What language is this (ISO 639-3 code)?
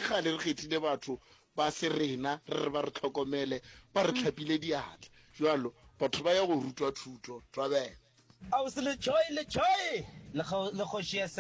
nso